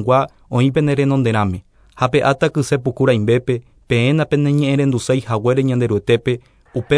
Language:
Guarani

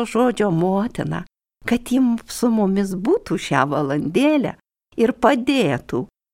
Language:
Lithuanian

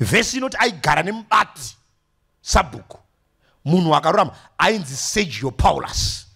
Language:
Shona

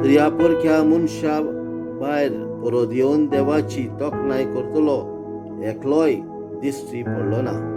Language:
Konkani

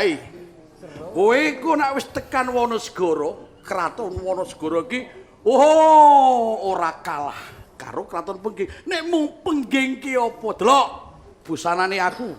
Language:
Javanese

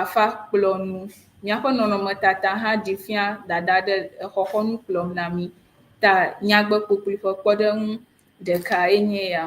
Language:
Ewe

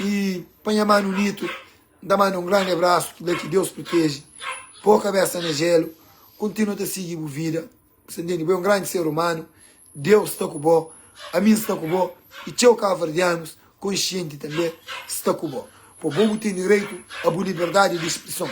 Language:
Kabuverdianu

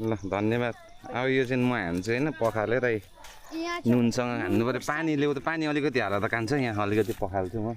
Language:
Nepali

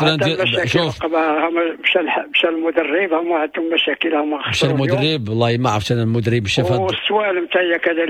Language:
Moroccan Arabic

